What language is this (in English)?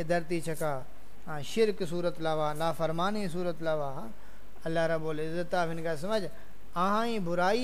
Saraiki